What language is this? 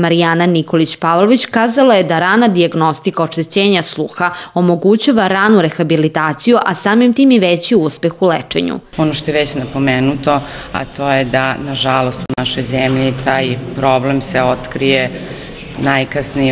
Serbian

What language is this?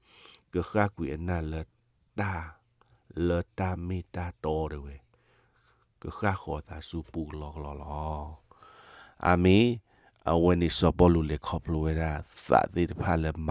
S'gaw Karen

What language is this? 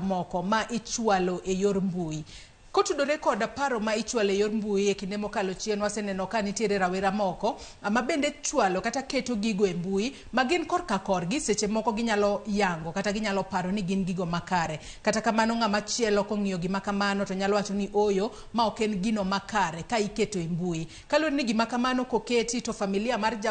Luo (Kenya and Tanzania)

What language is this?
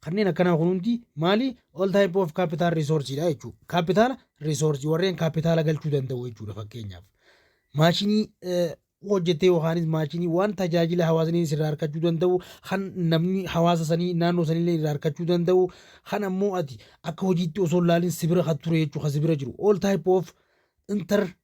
Oromo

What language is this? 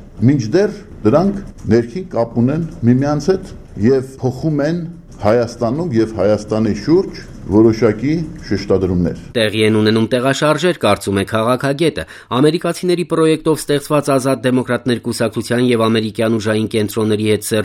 Armenian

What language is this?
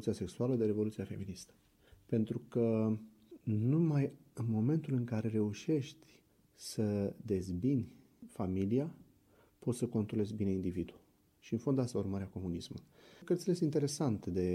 Romanian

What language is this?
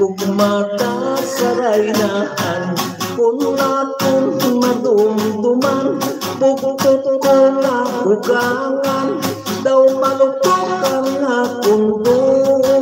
Hiligaynon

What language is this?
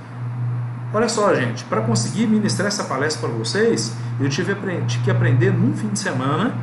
Portuguese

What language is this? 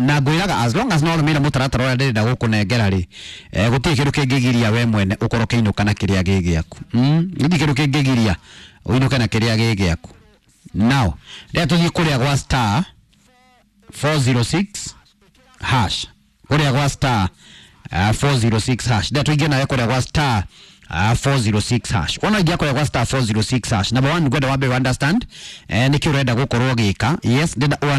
Kikuyu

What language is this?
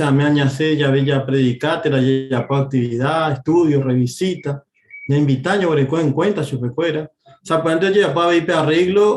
Guarani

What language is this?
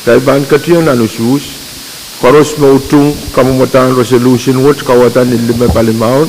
Pohnpeian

